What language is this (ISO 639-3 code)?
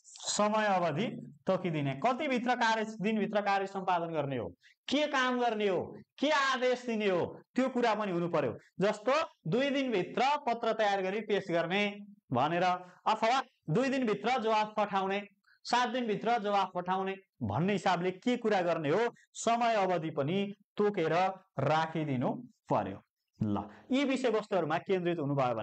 nep